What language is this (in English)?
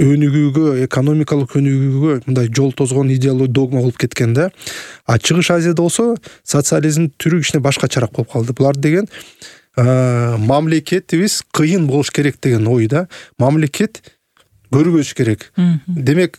Kyrgyz